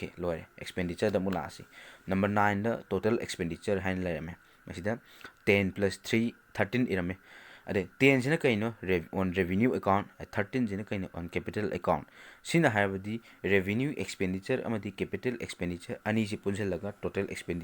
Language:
Manipuri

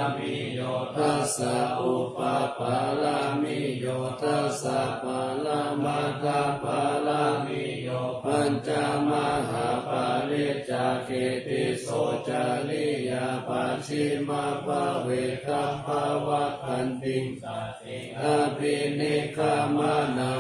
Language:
Pali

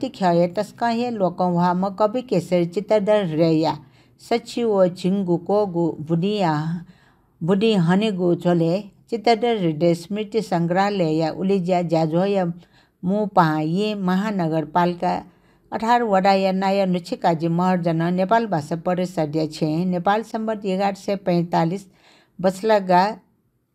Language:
Newari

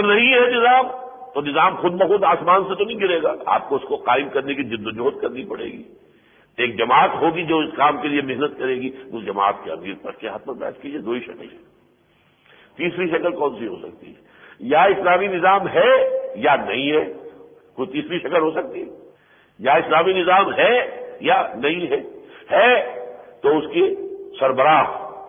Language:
Urdu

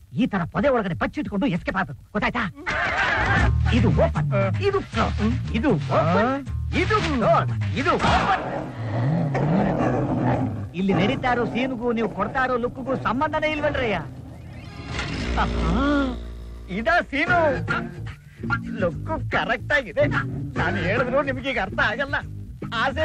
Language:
Kannada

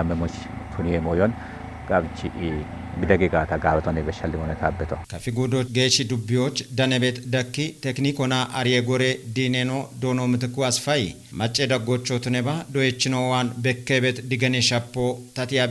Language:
Kafa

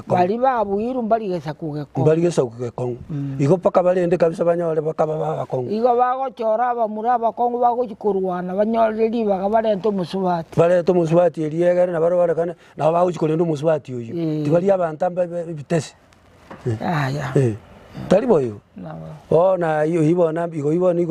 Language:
Gusii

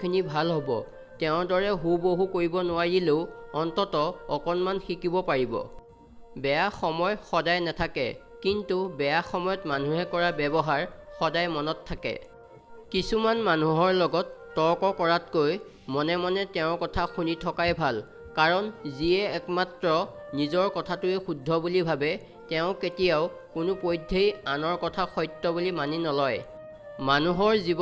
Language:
Assamese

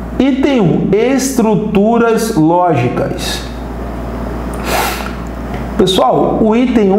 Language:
Portuguese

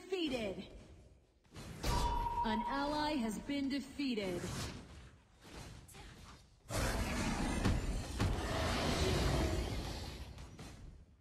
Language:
English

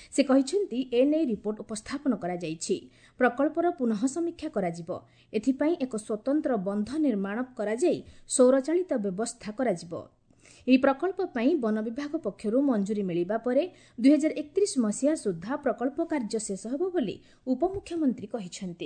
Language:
Odia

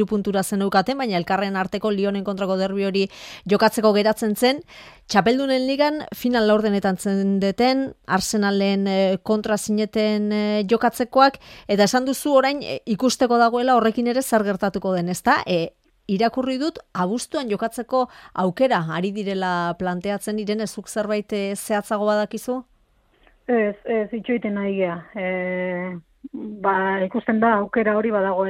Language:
Basque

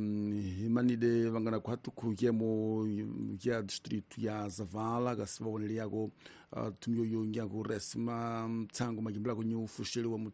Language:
Tsonga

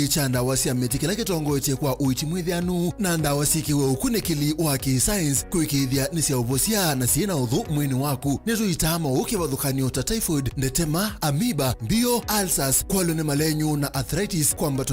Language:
Kamba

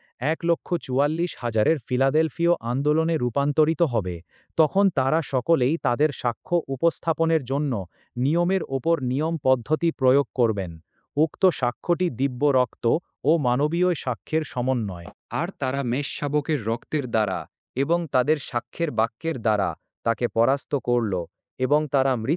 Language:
Bangla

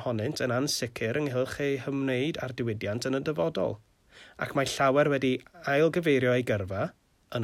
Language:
Welsh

